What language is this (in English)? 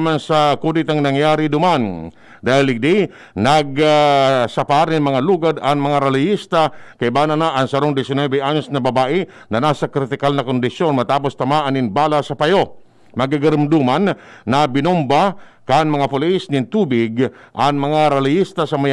Bikol